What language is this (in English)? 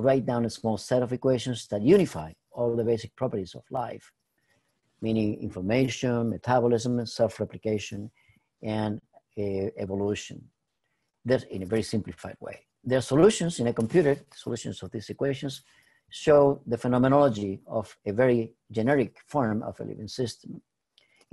English